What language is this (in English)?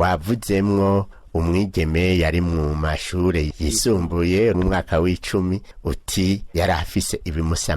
Rundi